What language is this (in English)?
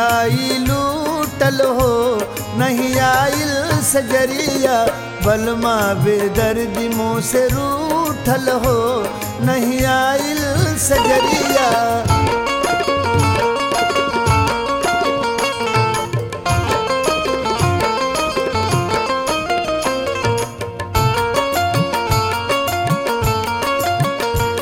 Bhojpuri